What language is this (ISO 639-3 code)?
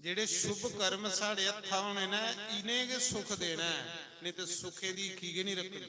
doi